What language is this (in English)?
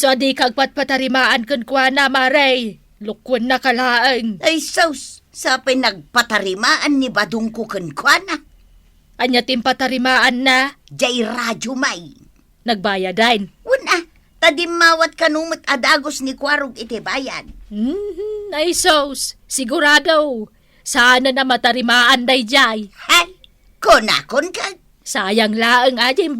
Iloko